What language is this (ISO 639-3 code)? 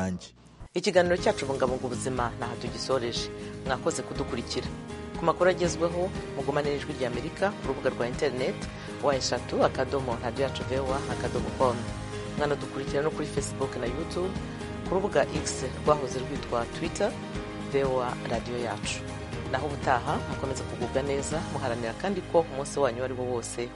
kin